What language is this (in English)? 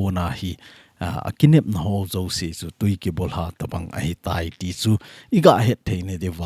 Thado Chin